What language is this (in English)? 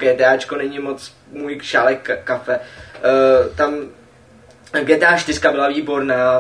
Czech